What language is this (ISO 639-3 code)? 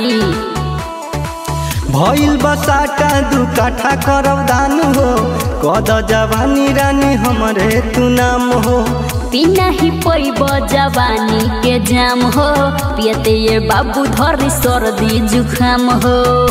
bho